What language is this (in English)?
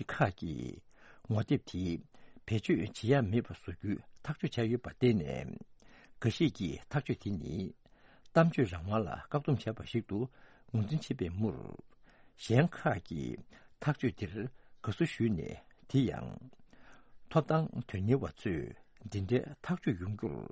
Tibetan